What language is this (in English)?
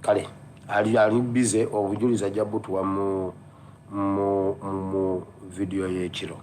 Ganda